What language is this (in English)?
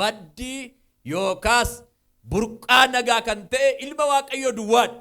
Oromo